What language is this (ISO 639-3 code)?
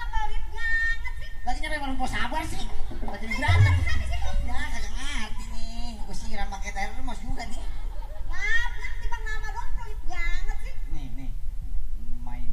bew